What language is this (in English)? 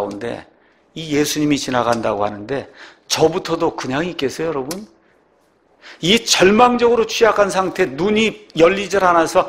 Korean